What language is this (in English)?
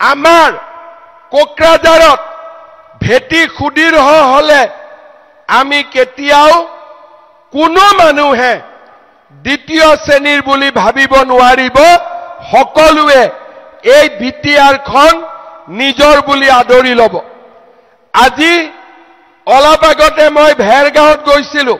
Assamese